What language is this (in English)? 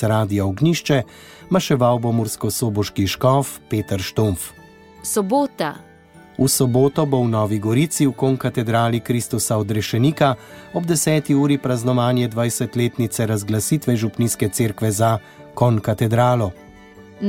Slovenian